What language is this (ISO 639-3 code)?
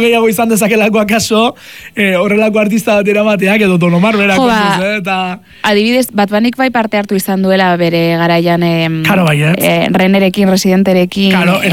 eus